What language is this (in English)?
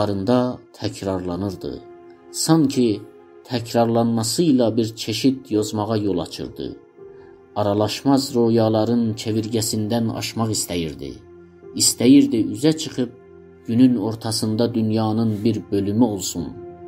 South Azerbaijani